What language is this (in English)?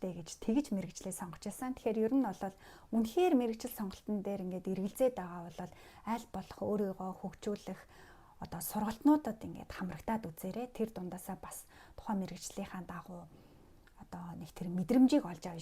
Mongolian